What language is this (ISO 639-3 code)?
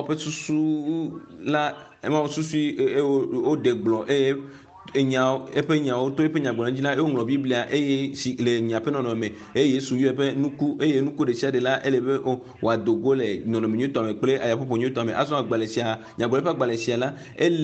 ewe